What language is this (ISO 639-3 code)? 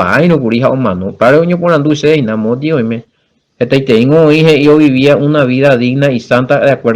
grn